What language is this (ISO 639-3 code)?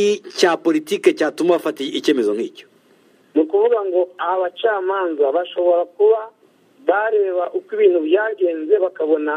kin